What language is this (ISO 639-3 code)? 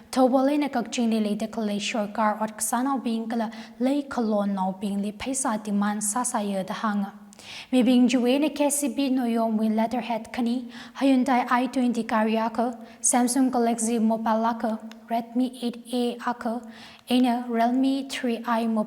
nmf